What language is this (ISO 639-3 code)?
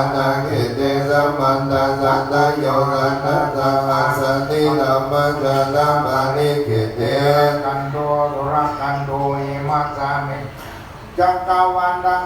pli